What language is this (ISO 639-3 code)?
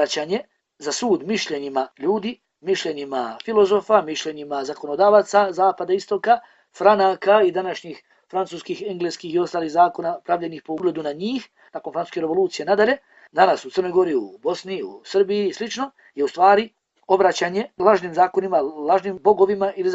bos